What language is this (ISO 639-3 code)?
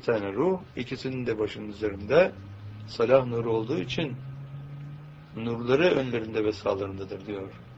tur